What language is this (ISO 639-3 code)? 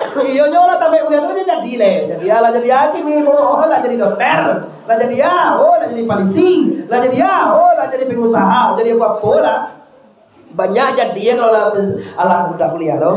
min